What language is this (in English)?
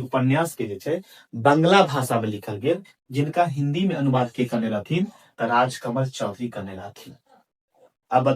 Maithili